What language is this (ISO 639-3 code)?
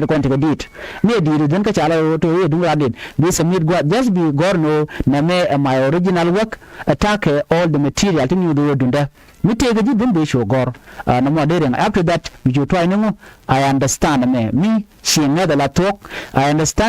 nus